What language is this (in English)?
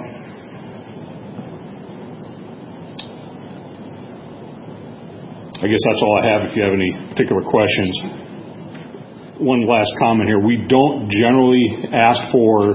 English